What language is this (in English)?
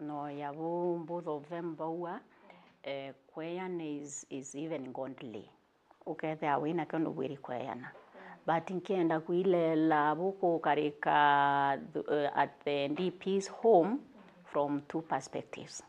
Meru